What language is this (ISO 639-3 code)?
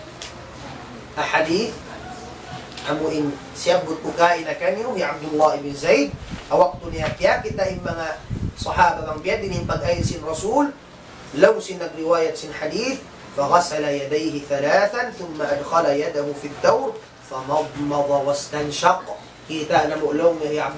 tsg